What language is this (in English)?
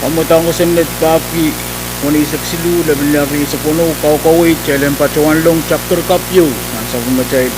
Pohnpeian